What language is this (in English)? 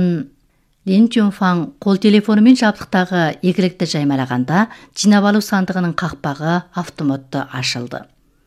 Kazakh